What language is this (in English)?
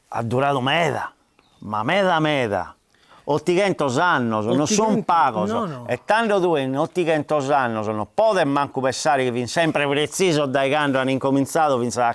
Sardinian